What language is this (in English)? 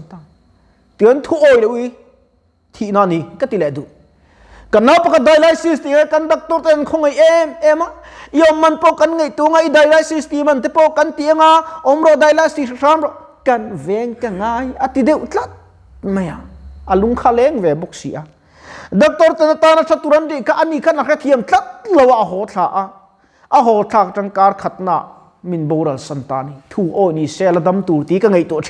Mizo